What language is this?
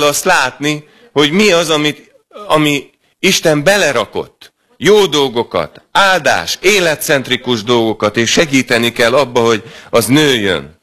Hungarian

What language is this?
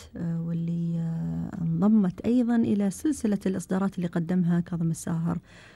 Gulf Arabic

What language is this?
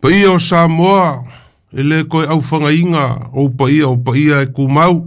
Samoan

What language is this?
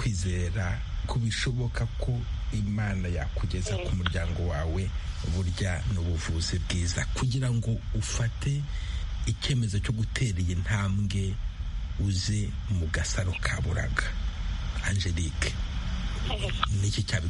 Kinyarwanda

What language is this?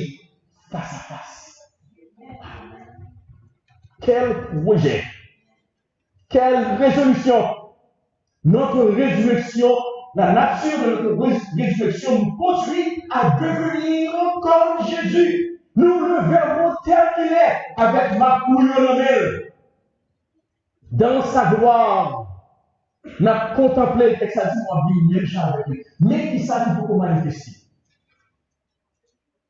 French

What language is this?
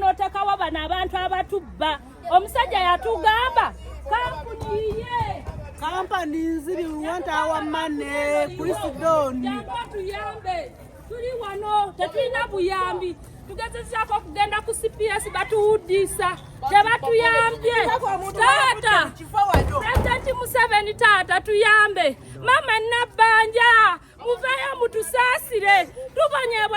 Ganda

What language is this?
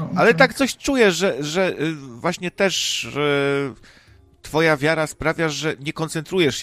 Polish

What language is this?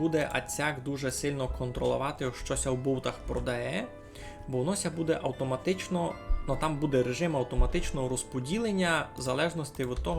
Rusyn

